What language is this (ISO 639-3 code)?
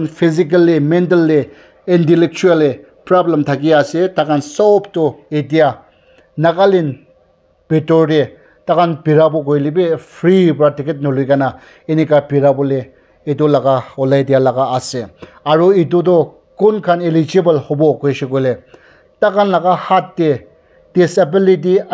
nag